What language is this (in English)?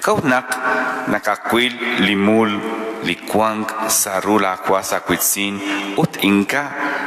Kekchí